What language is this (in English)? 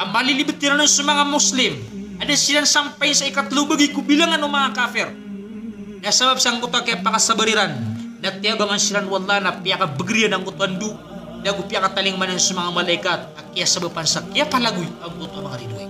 Maranao